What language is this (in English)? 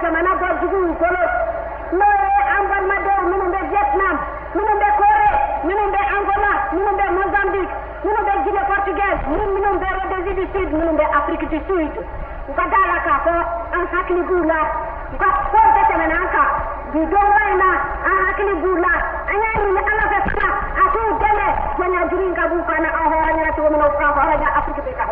Bambara